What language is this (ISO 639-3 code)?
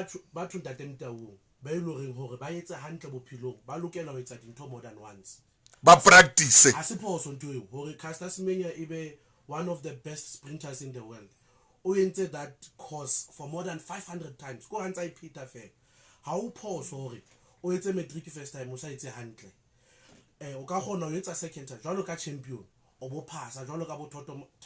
sot